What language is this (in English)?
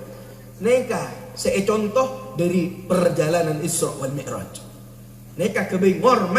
Madurese